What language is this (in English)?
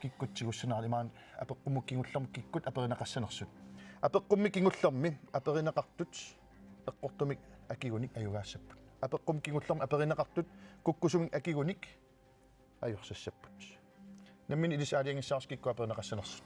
Kalaallisut